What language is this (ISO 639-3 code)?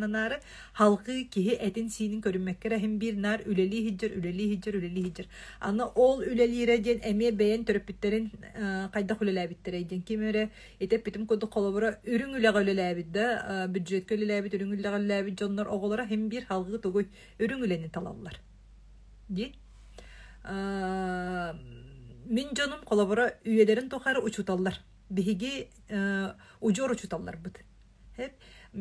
sah